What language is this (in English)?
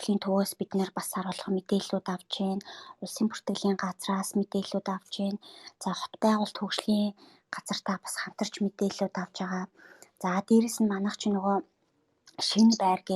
Mongolian